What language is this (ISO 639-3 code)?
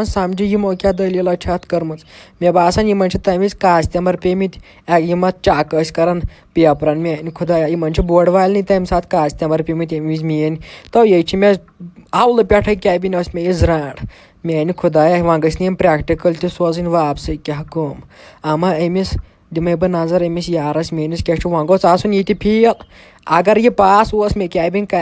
kas